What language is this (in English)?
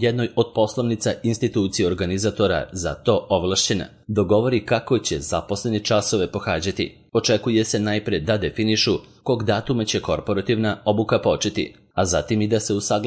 Serbian